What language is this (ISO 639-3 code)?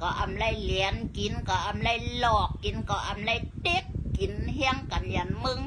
shn